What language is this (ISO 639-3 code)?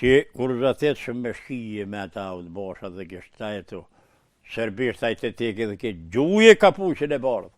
sqi